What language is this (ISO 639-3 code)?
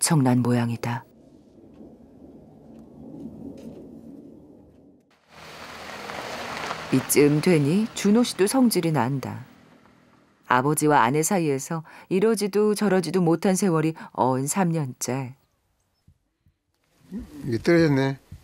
kor